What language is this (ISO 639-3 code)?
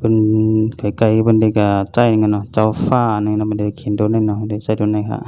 shn